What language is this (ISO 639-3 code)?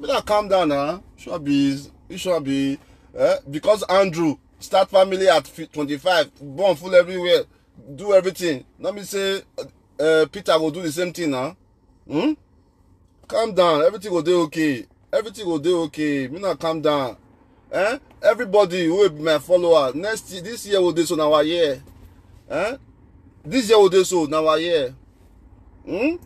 pcm